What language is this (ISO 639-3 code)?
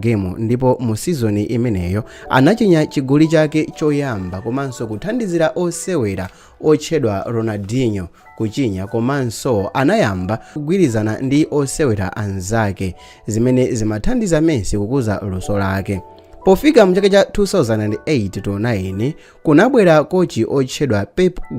nya